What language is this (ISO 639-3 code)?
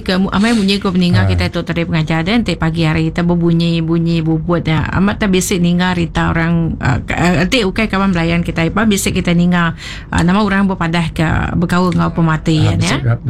iba